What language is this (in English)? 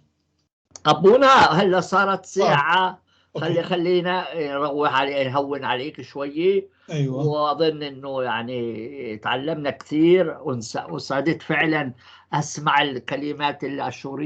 North Levantine Arabic